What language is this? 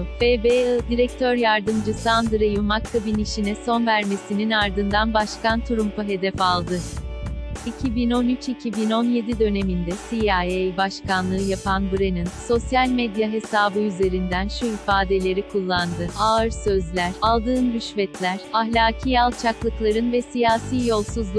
Turkish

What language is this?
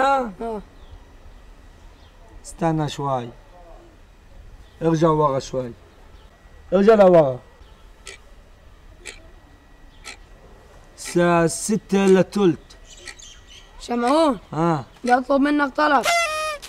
South Levantine Arabic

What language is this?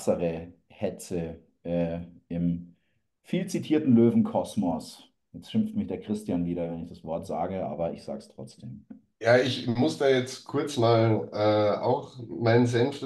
German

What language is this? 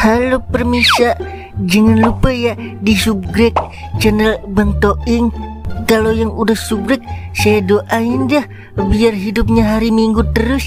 Betawi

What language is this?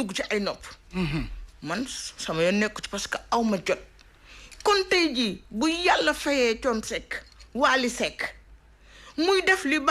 Wolof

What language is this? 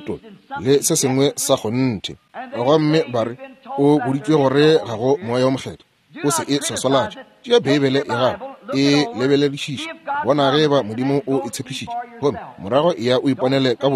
Northern Sotho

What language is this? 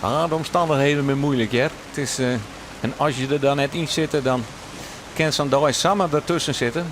Western Frisian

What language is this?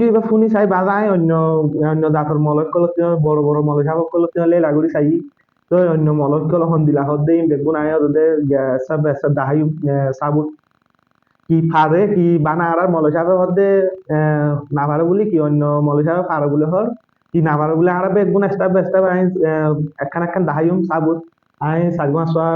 Rohingya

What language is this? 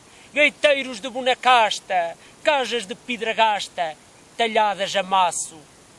Mirandese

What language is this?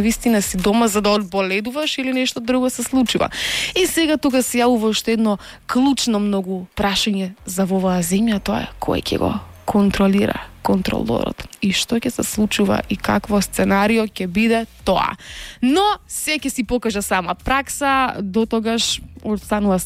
Macedonian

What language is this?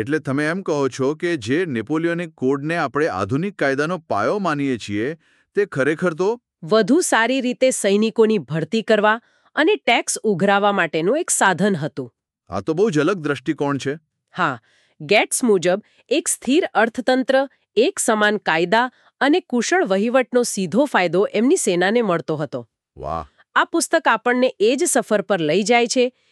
Gujarati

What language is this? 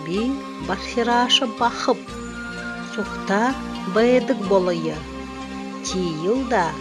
Buriat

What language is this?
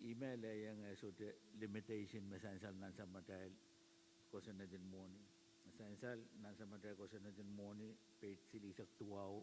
Pohnpeian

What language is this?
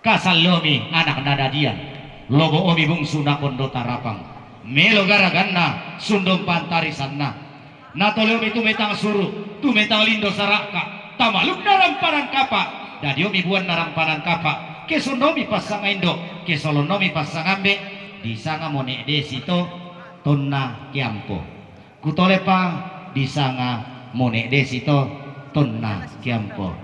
Toraja-Sa'dan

